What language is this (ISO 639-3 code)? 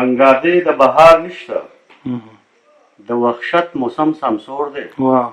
pus